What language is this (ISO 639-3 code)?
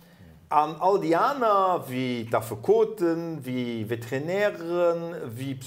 ltz